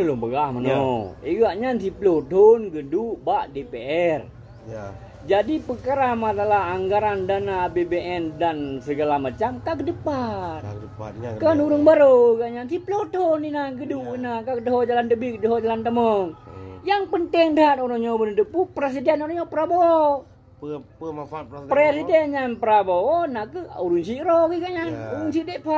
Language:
Achinese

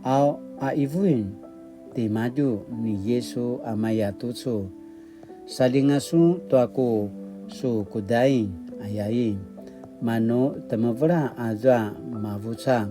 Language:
Paiwan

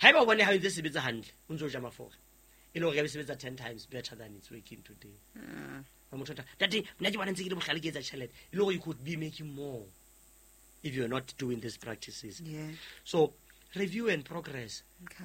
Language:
Southern Sotho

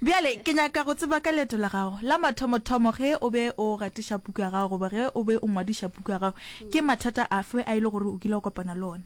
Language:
Northern Sotho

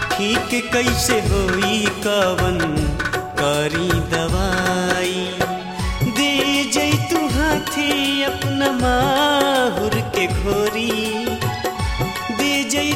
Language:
Bhojpuri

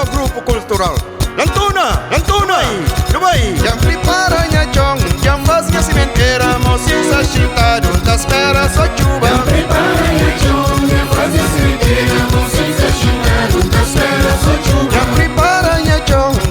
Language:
Kabuverdianu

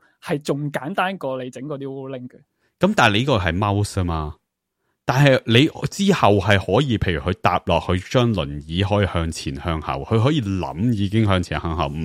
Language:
Cantonese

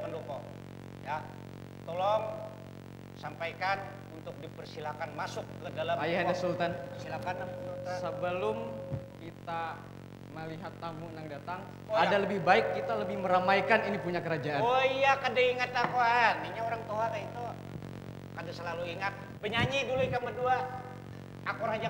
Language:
Banjar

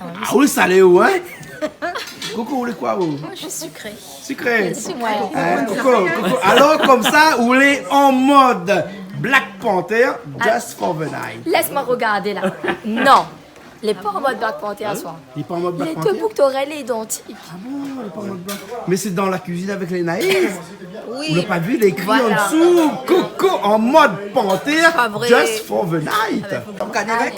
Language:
Réunion Creole French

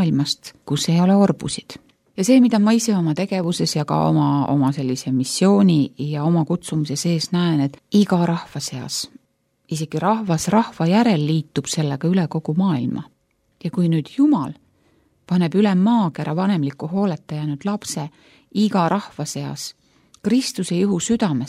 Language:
Estonian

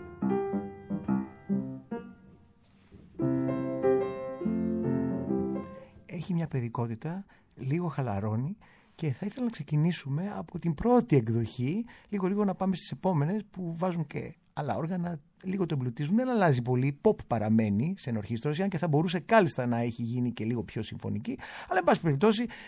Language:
Greek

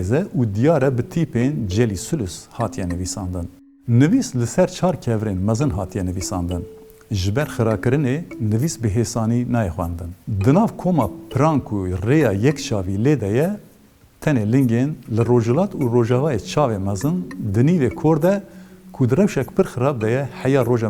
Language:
Kurdish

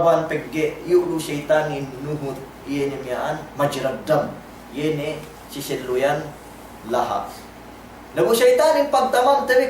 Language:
Yakan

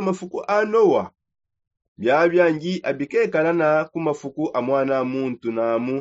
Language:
Songe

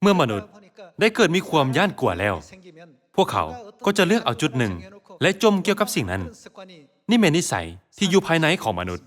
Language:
Lao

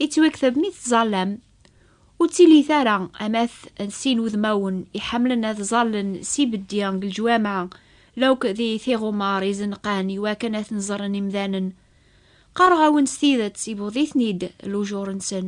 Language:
Kabyle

